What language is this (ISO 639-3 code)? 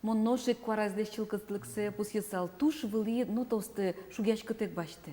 udm